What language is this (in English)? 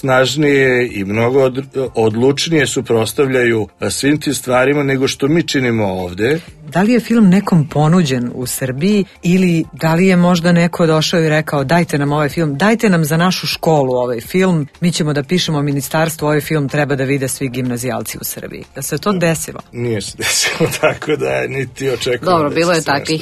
Serbian